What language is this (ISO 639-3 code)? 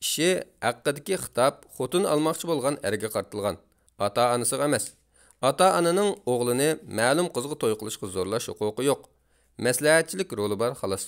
uig